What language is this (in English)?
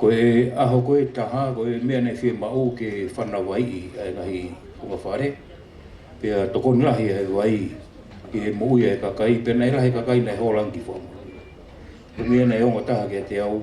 Tongan